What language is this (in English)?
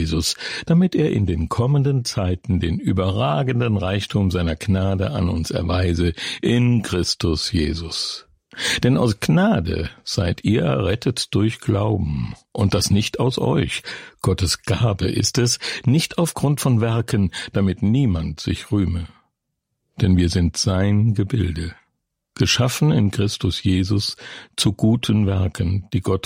German